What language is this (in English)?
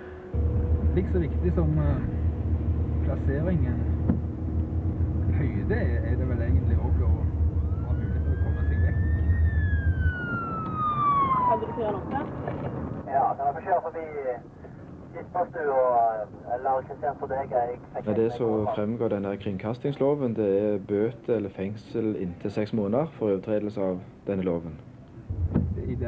Norwegian